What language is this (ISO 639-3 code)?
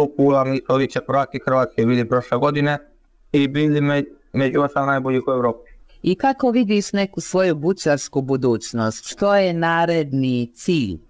hrv